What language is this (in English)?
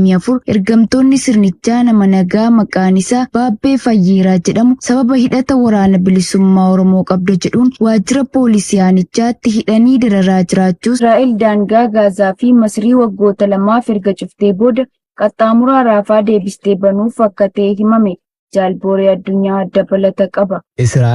Oromo